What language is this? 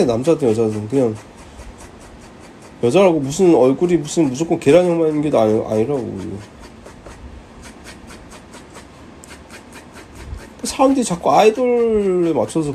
Korean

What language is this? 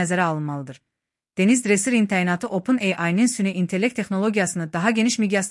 Azerbaijani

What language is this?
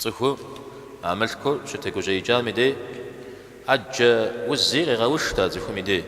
Kabardian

